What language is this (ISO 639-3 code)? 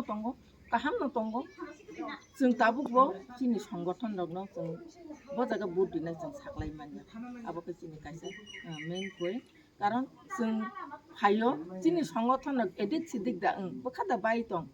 trp